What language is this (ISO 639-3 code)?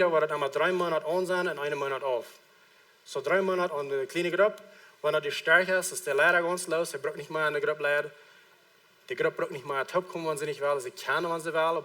pdt